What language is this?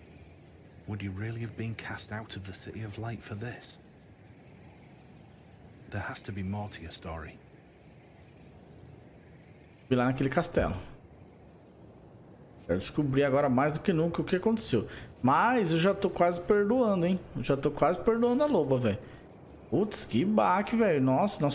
Portuguese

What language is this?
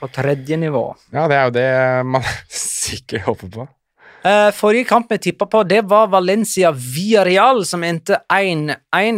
Norwegian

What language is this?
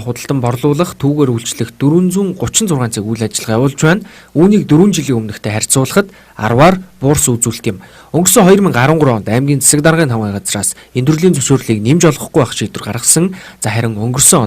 Mongolian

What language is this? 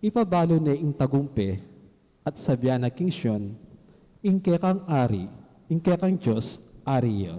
Pampanga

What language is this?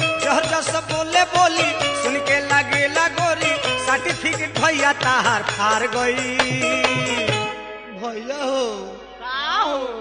Bhojpuri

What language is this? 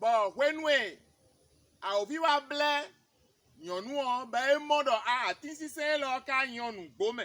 Fon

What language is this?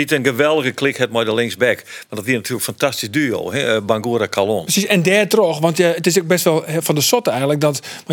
Western Frisian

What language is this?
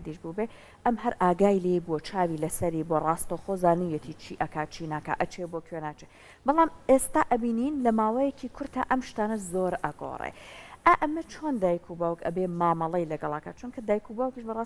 Central Kurdish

